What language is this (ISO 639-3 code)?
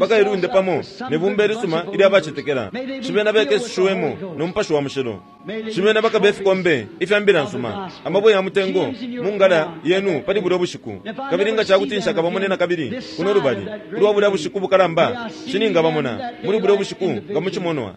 bem